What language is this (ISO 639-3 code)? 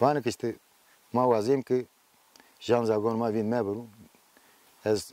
zza